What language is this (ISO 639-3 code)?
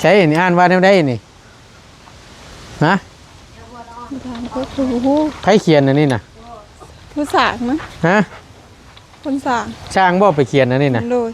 tts